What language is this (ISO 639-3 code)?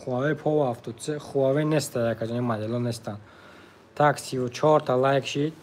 tgk